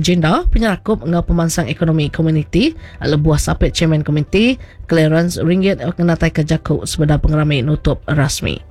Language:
Iban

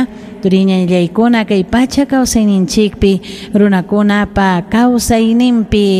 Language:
Ayacucho Quechua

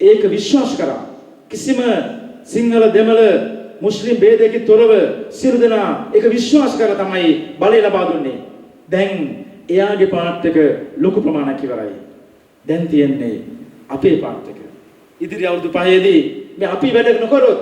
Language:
Sinhala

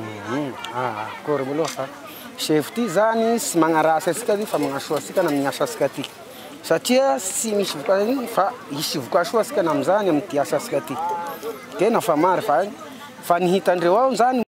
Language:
Malagasy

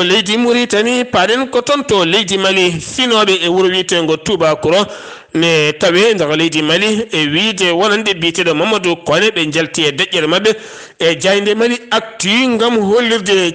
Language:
Fula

